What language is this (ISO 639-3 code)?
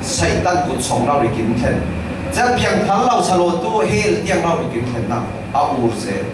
cfm